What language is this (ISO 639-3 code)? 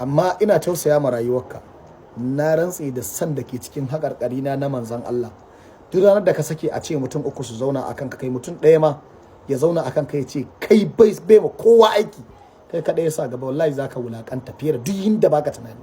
hau